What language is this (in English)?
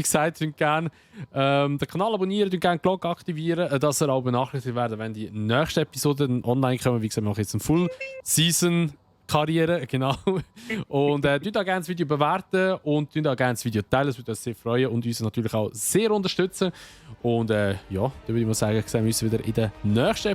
Swiss German